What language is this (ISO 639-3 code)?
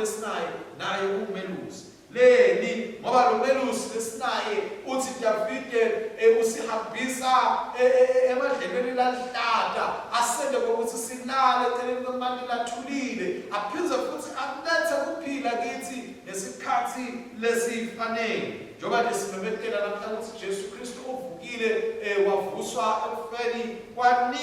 ssw